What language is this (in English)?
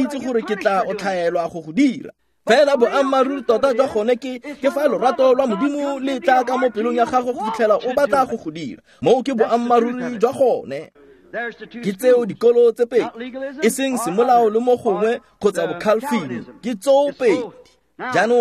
Tswana